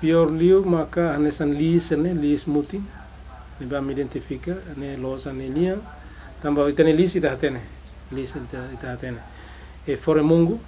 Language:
Tetum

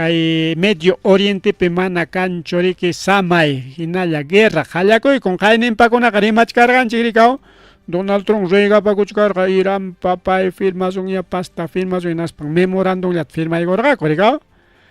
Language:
Ayacucho Quechua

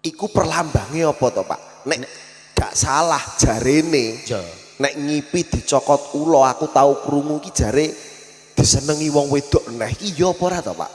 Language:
Javanese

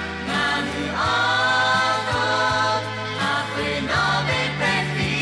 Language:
Lahu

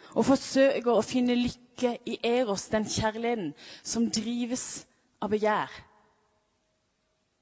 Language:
Norwegian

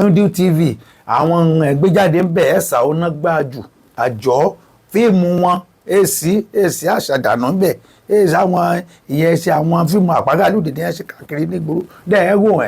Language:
Yoruba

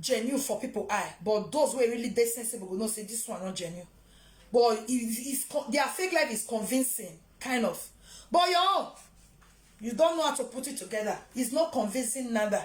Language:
Nigerian Pidgin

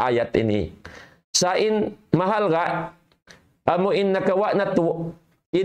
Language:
Tausug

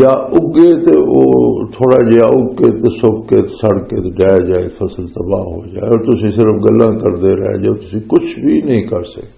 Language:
Western Panjabi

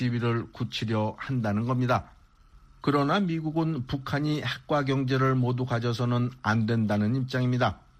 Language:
Korean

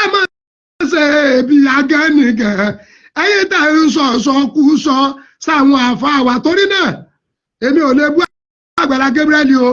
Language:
Yoruba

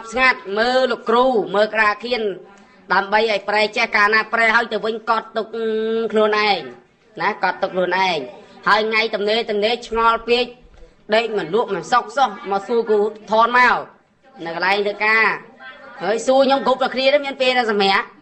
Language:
Khmer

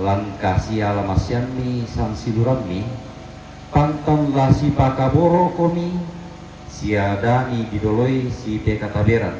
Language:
Toraja-Sa'dan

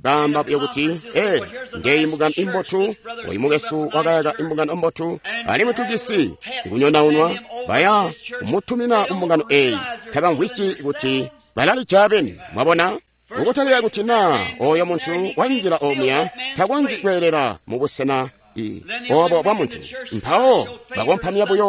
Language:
Tonga (Zambia)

